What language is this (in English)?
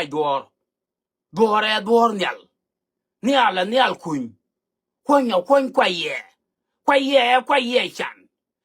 Nuer